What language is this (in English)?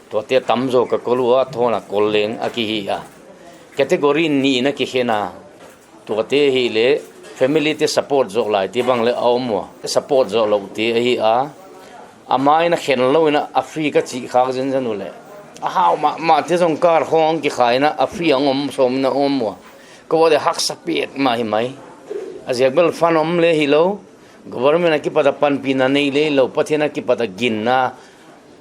Paite Chin